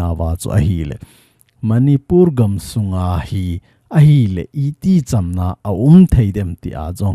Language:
Thado Chin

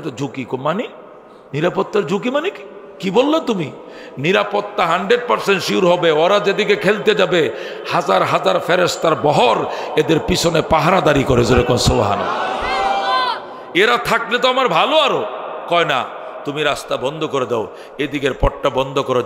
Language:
Bangla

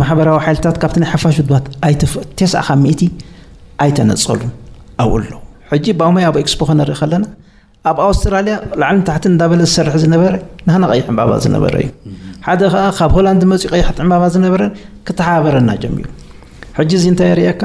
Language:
Tigrinya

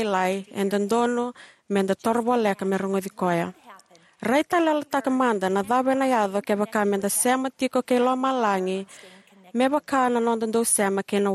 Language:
Fijian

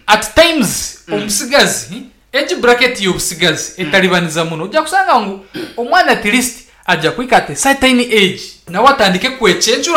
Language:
Nyankole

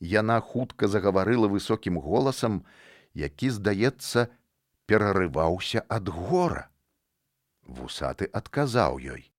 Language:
Belarusian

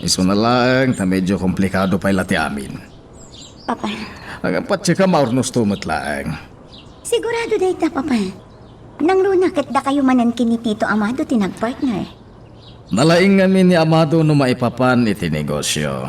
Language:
Iloko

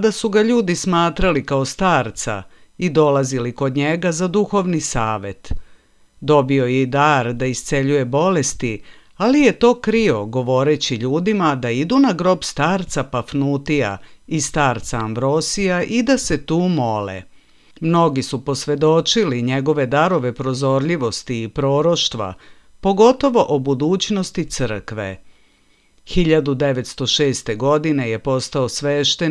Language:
Serbian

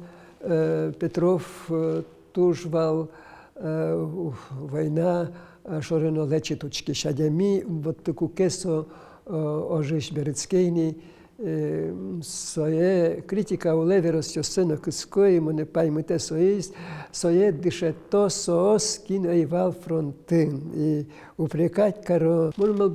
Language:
Udmurt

